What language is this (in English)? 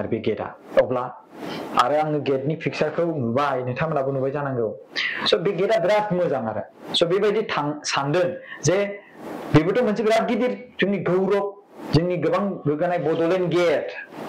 Bodo